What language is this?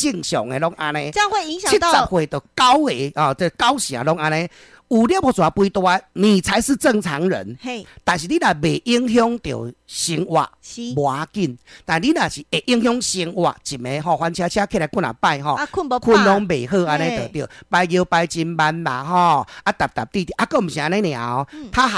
Min Nan Chinese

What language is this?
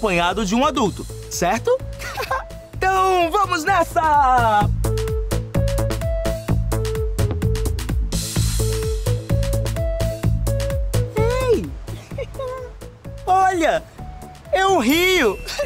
Portuguese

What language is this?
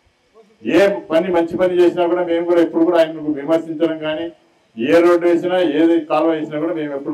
Telugu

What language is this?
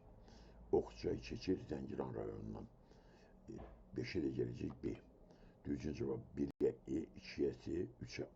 Azerbaijani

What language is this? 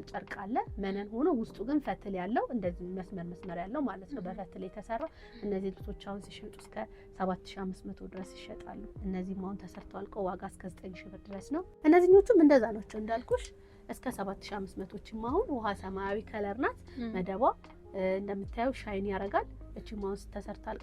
Amharic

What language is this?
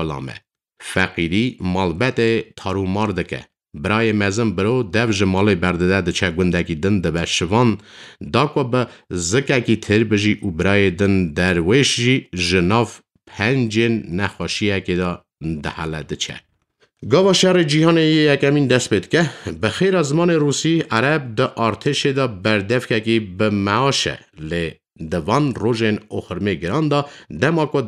Kurdish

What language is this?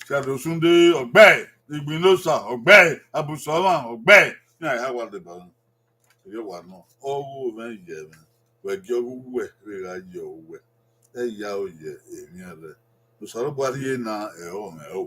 Bini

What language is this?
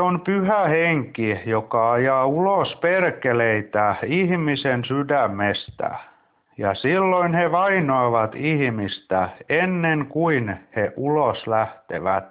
Finnish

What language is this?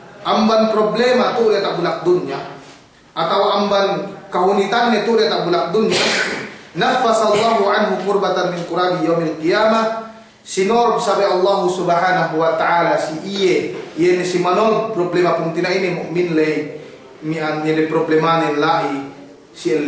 Yakan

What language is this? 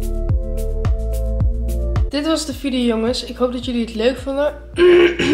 Dutch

